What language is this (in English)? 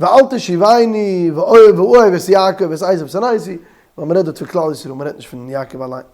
Yiddish